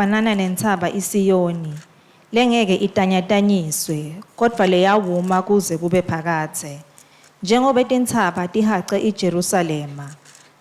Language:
Swati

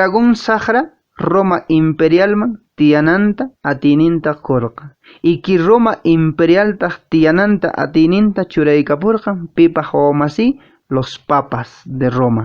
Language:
Quechua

